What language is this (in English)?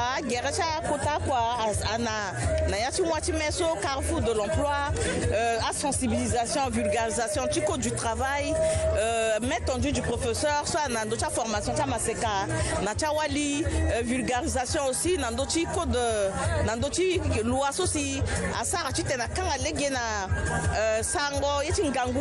Sango